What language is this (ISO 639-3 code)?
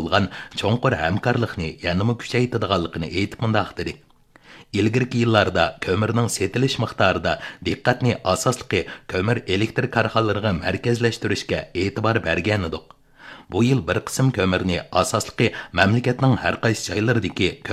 uig